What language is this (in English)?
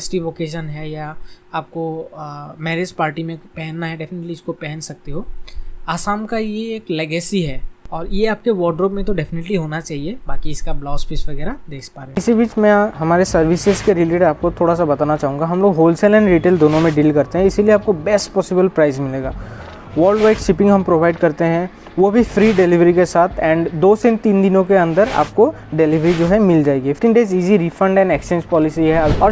Hindi